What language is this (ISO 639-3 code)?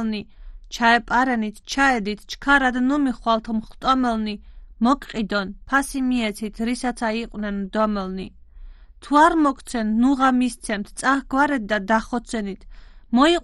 kat